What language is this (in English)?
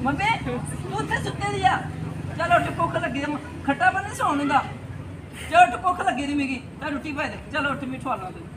Dogri